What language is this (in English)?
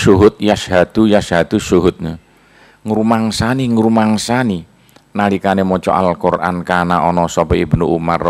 Javanese